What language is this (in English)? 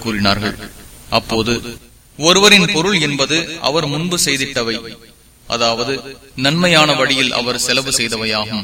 Tamil